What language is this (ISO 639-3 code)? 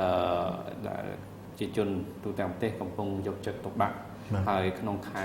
khm